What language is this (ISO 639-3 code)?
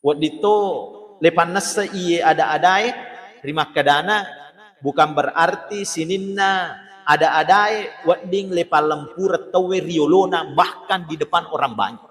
bug